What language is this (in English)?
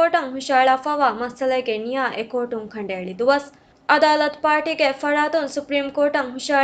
Divehi